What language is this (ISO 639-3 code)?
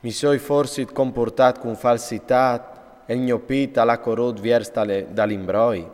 fur